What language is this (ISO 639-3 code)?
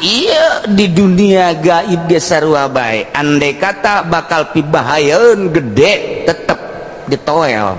sun